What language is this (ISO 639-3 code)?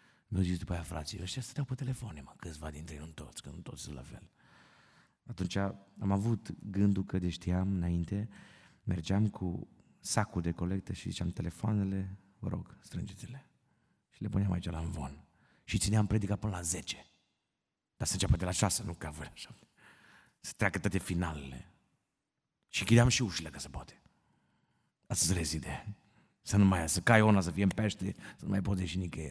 ron